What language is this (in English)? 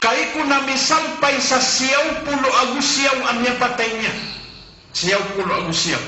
Maranao